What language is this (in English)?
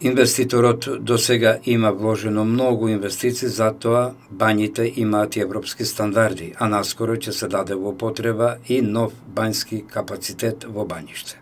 Macedonian